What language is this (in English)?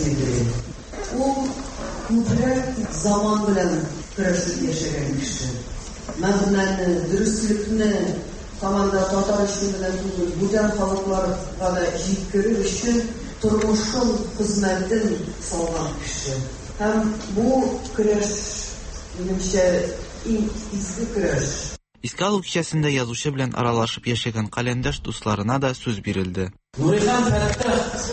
Tatar